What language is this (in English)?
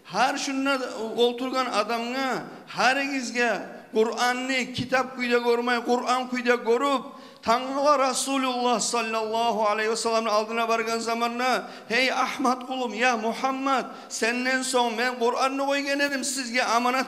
Kumyk